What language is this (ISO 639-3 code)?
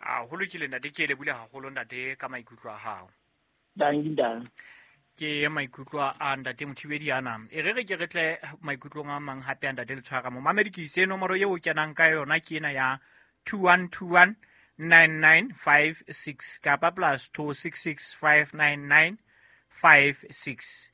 sot